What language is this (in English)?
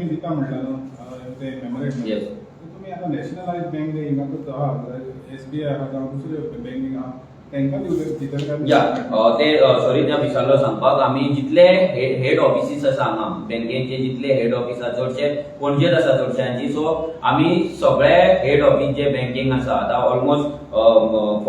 Konkani